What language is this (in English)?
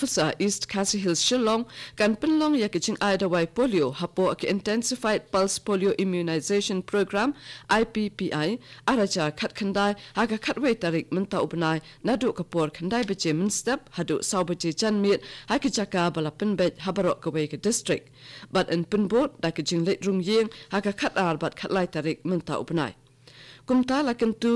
Khasi